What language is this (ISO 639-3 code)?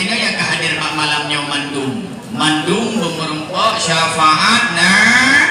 ace